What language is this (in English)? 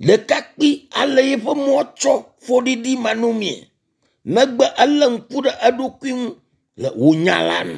Ewe